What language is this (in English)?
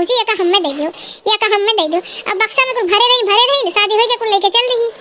Awadhi